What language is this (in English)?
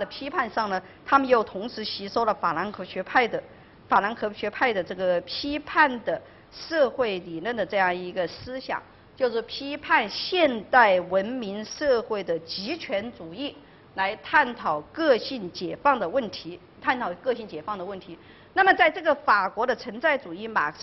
Chinese